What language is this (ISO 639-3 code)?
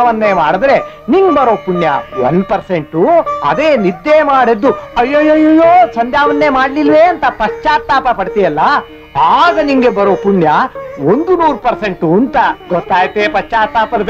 kan